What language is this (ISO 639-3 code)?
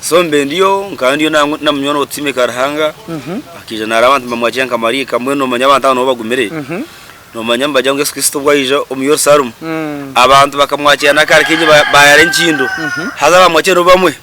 nyn